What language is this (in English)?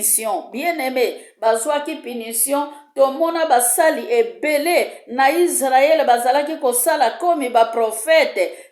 Lingala